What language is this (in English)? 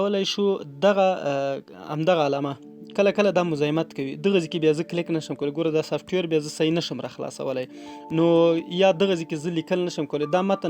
Pashto